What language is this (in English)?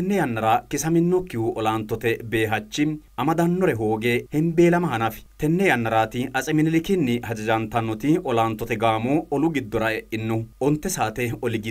Sidamo